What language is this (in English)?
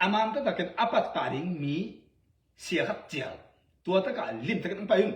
Tedim Chin